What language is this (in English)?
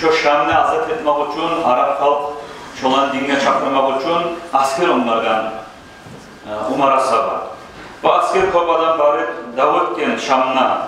Kumyk